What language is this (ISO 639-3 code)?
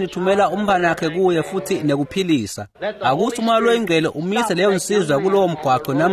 ssw